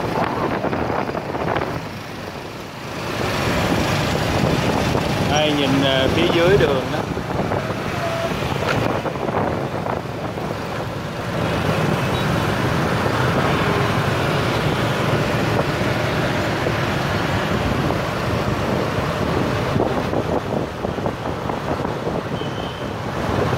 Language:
Vietnamese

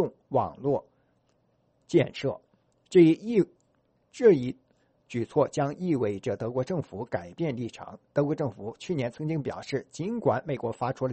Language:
Chinese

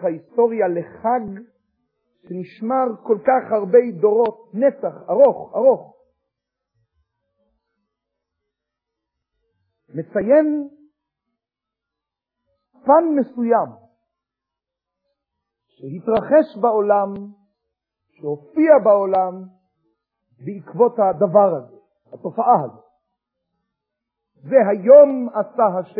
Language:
Hebrew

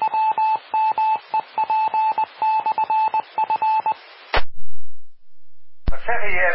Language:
Dutch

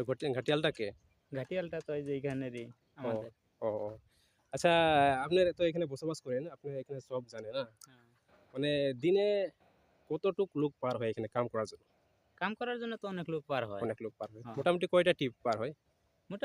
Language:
Santali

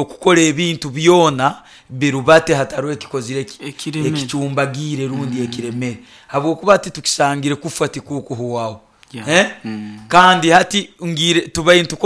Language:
Nyoro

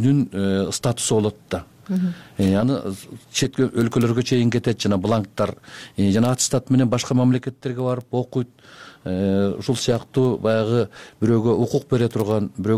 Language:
Kyrgyz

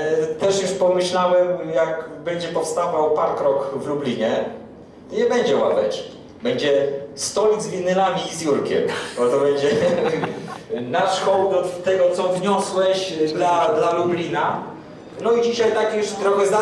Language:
Polish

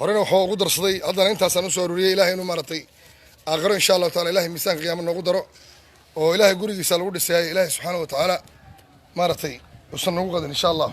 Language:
Somali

